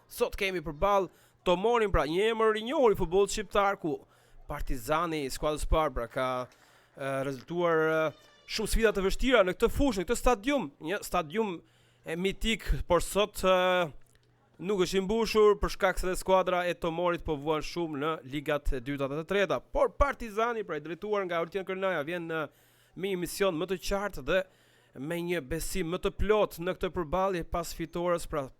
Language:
Albanian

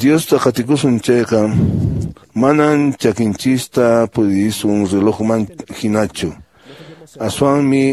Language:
Quechua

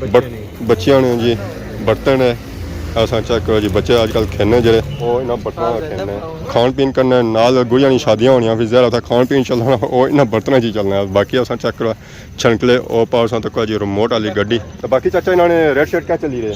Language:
Pahari-Potwari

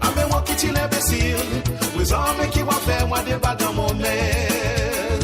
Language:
Morisyen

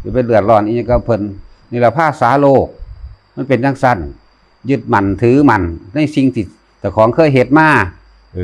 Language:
Northeastern Thai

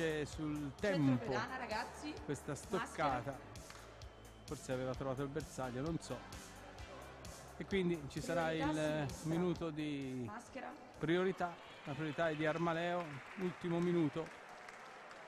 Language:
Italian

